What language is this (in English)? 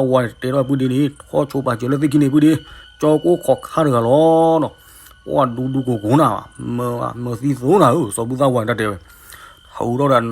S'gaw Karen